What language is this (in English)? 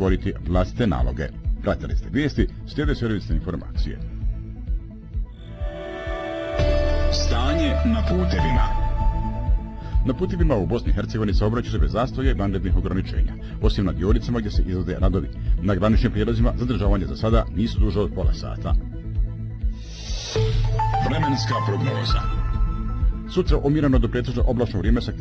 Bosnian